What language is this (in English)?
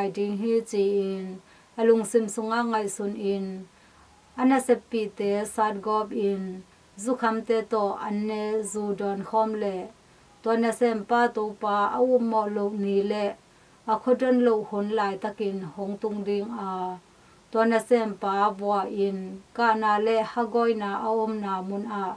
Tedim Chin